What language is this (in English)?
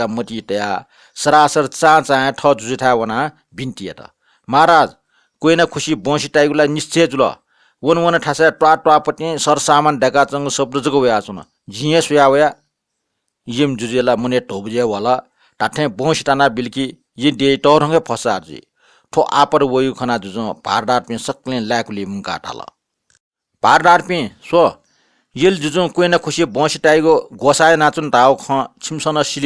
Newari